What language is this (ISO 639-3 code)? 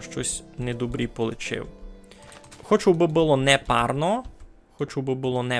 rue